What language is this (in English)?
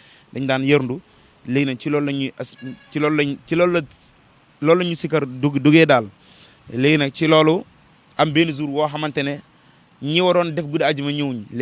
Wolof